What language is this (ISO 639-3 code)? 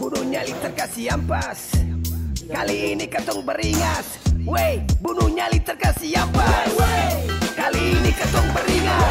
abs